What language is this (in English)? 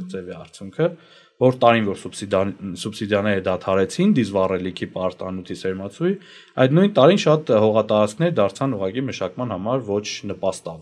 Armenian